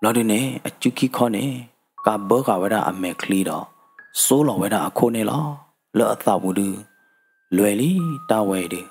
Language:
S'gaw Karen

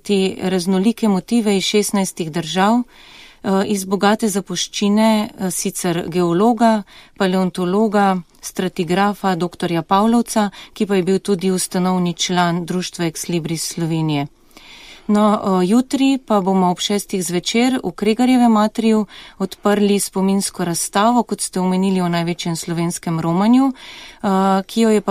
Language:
Slovenian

